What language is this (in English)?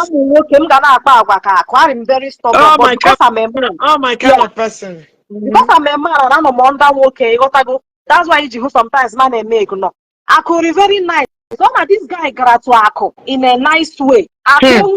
Igbo